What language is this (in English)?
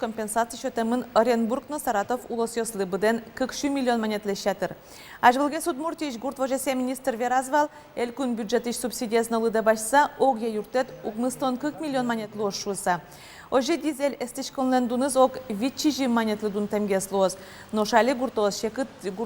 Udmurt